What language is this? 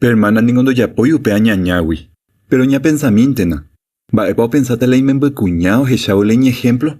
Guarani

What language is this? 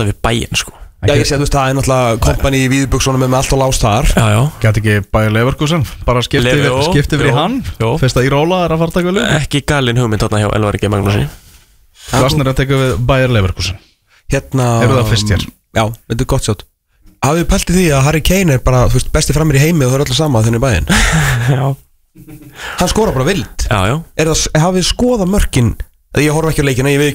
Icelandic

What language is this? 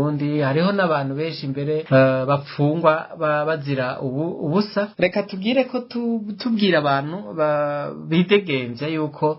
Rundi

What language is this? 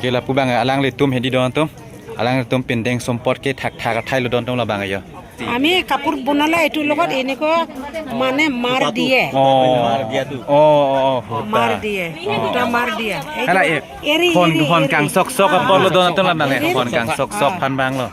Karbi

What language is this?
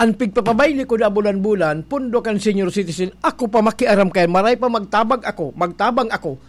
Bikol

